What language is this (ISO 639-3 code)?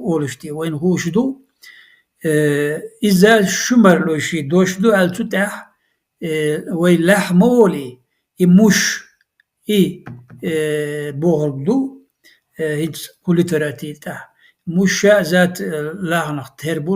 che